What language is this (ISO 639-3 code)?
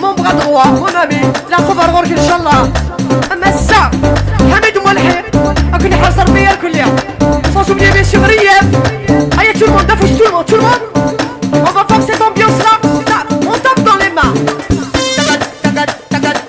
kab